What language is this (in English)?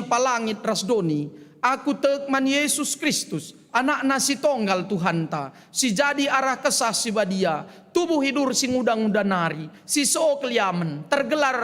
Batak Karo